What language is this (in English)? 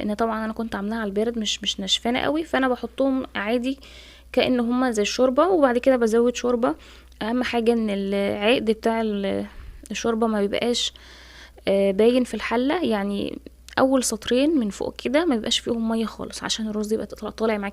Egyptian Arabic